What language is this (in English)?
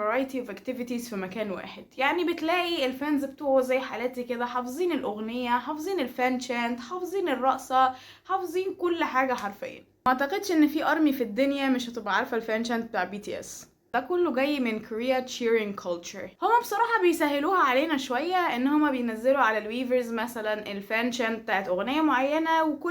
Egyptian Arabic